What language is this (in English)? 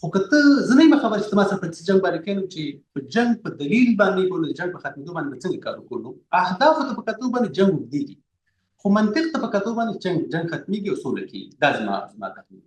Pashto